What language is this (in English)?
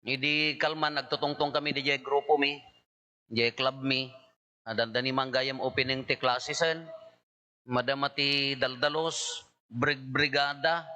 Iloko